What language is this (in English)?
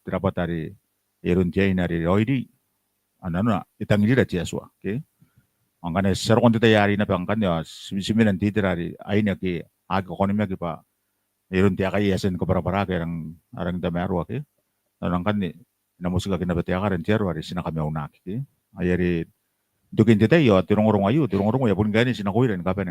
Gilbertese